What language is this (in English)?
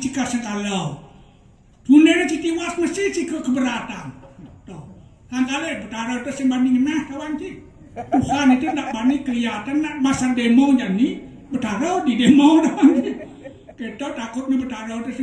Balinese